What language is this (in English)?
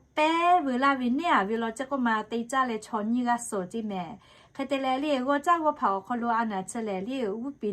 Lahu